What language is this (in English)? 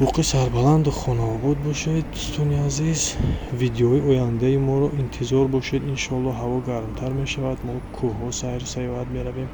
Tajik